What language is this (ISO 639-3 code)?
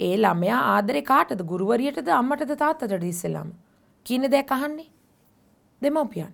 sin